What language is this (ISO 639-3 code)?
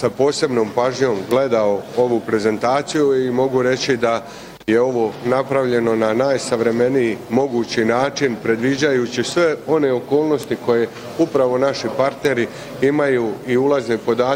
bos